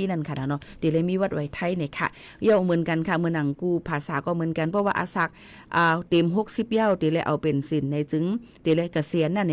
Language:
Shan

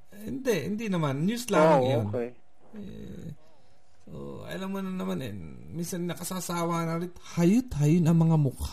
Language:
Filipino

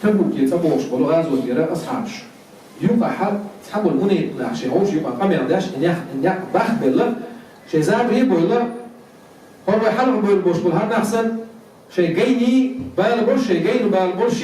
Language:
Chechen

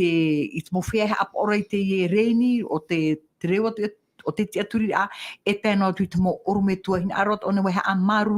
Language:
Tahitian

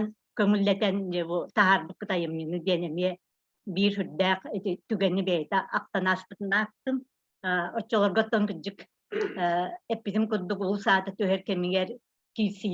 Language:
Yakut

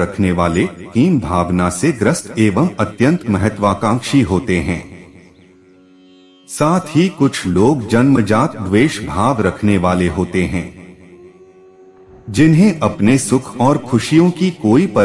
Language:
Hindi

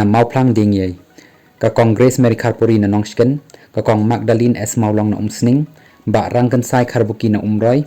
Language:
Khasi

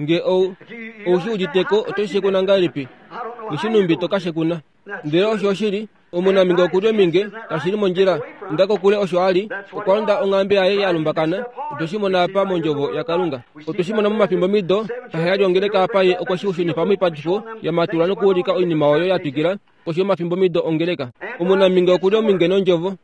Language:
Kuanyama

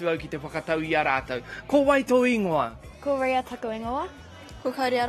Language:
Māori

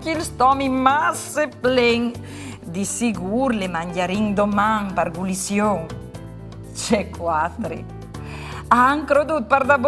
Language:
Friulian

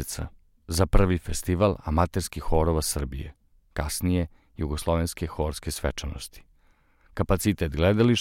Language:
Serbian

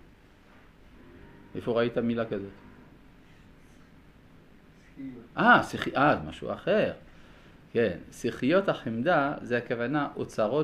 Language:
Hebrew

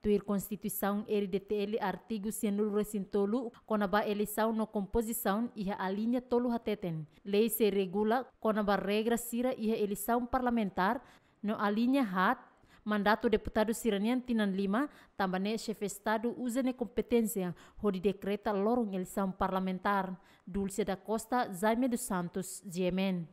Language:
Tetum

